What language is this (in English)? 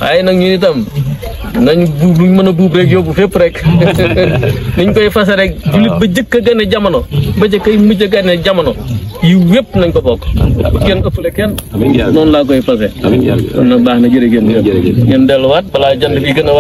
Wolof